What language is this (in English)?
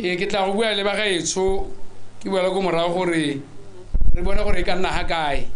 Tswana